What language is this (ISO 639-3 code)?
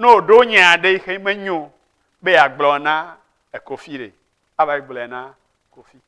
ewe